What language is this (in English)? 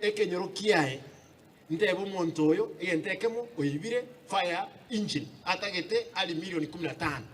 Gusii